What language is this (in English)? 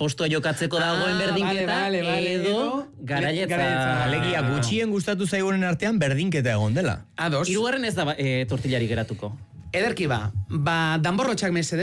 Basque